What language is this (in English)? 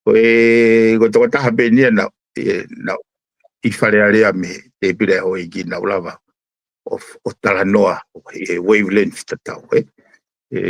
Tongan